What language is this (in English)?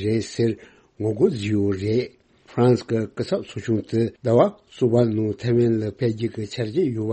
Tibetan